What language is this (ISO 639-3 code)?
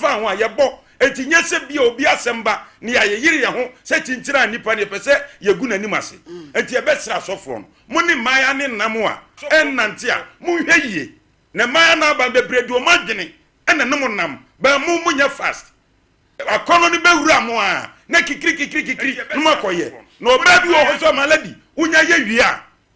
aka